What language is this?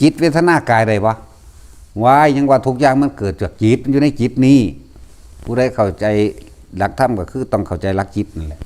Northeastern Thai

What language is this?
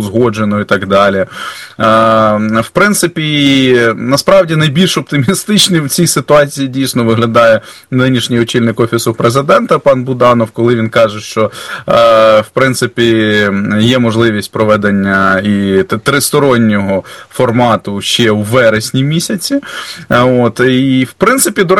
Ukrainian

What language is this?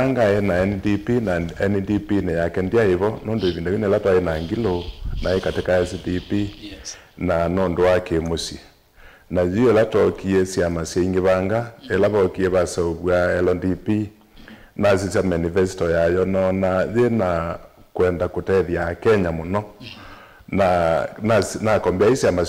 Kamba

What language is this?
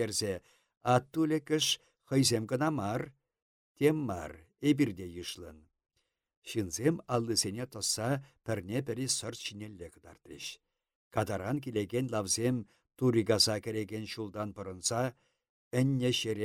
Chuvash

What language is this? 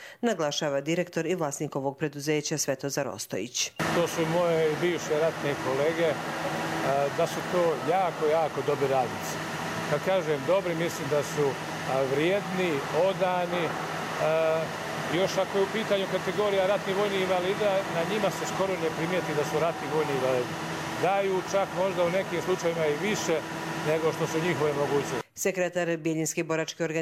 Bosnian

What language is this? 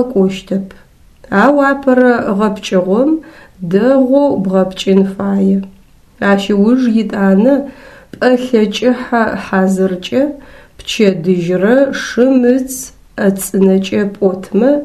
Adyghe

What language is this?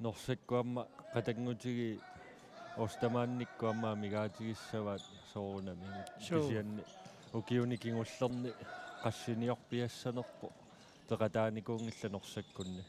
Kalaallisut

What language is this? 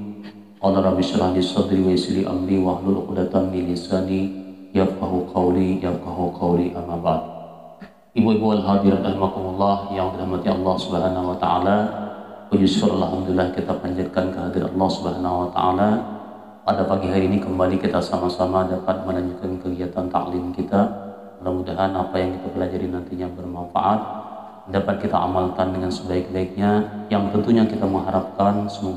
Indonesian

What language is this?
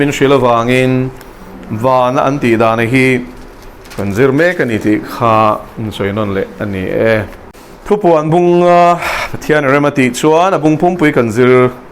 Mizo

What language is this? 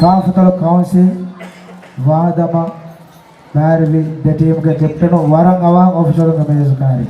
Divehi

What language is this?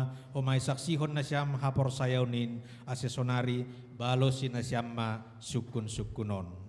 Batak Simalungun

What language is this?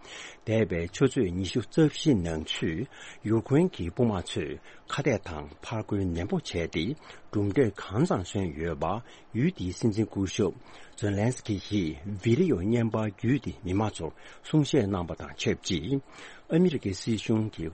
Tibetan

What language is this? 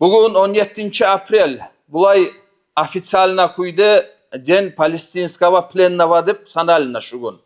Kumyk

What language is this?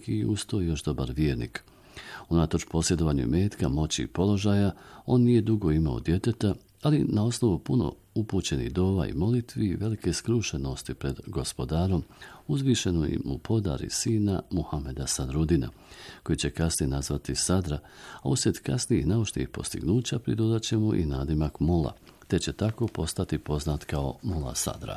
Bosnian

